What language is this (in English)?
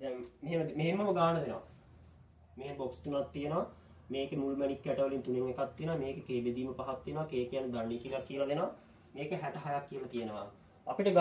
Sinhala